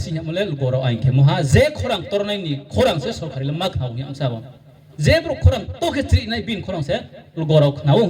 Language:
Riang (India)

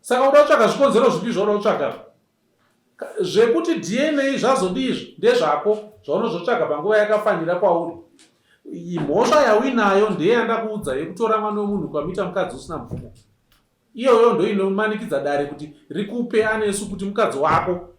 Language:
Shona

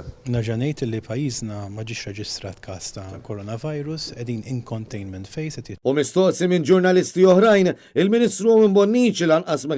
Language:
Maltese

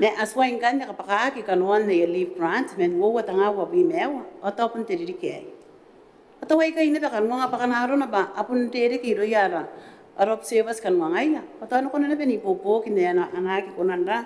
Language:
Gilbertese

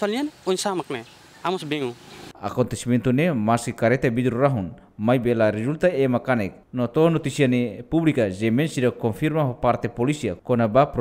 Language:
Tetum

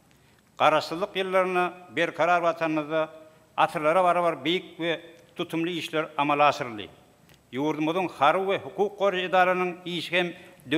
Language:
Turkmen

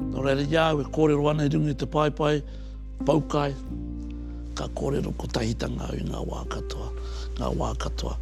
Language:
Māori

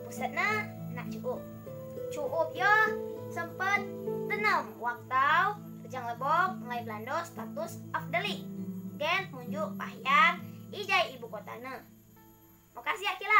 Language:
Rejang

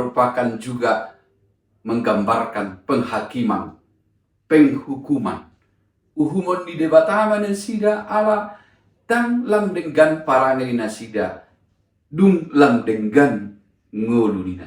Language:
Batak Toba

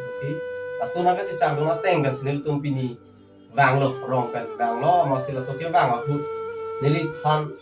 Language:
Karbi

